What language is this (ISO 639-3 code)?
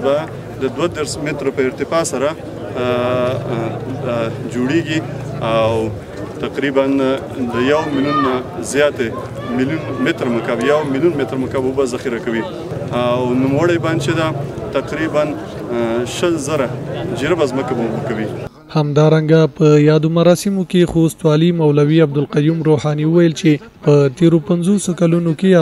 pus